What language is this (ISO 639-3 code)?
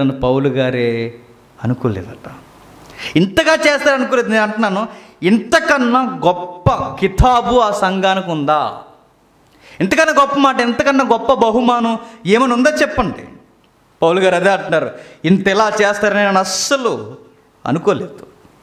tel